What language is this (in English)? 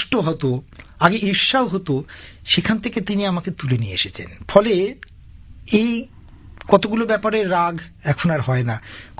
Bangla